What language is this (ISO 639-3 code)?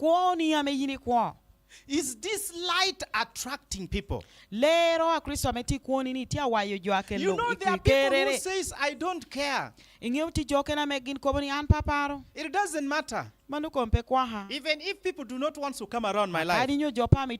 laj